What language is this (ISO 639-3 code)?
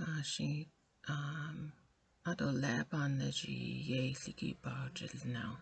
nav